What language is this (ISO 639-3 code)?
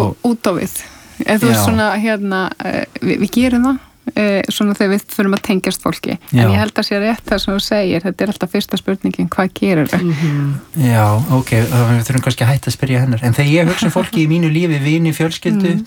isl